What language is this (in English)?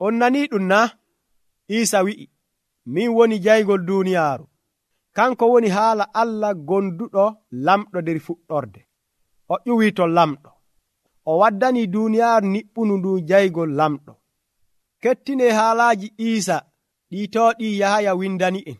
Nigerian Fulfulde